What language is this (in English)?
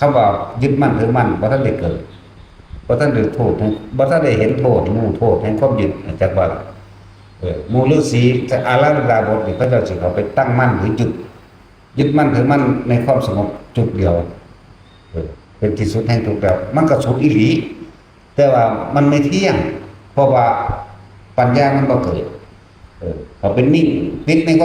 Northeastern Thai